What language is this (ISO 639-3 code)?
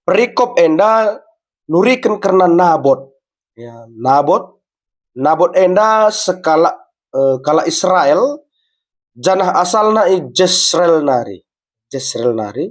btx